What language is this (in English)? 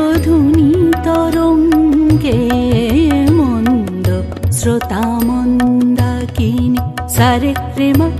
Bangla